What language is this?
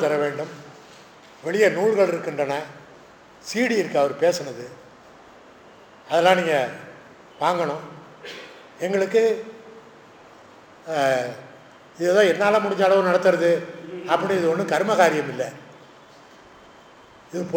Tamil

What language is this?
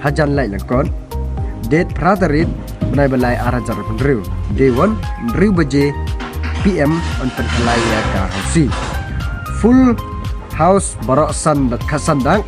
Khasi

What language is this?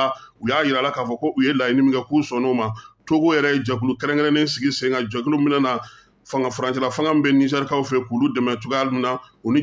Bambara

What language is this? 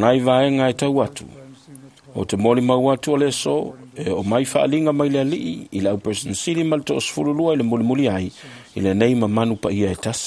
Samoan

